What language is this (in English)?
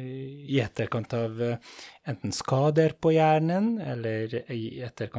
Norwegian